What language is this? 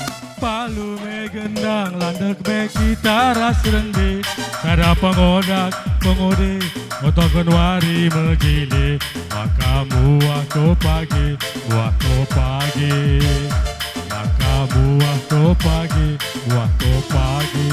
Batak Karo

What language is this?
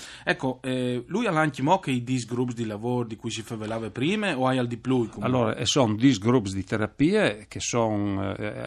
Friulian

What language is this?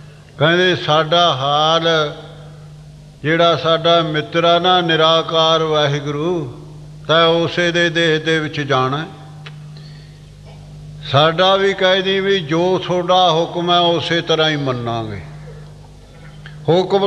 Punjabi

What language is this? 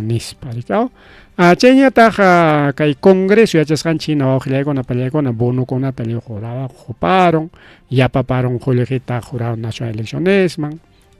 Ayacucho Quechua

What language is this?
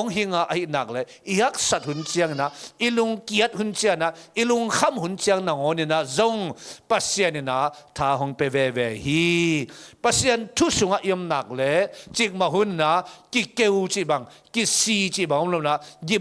Tedim Chin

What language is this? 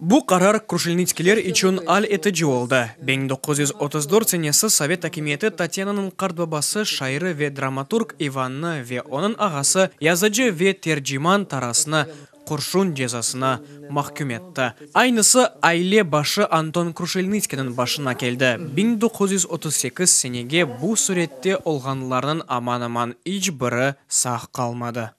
Crimean Tatar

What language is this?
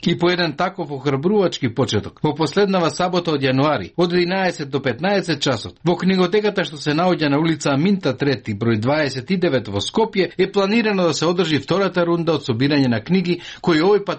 Macedonian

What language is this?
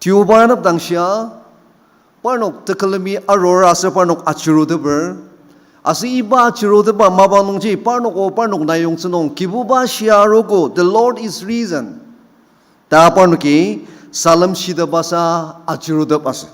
Ao Naga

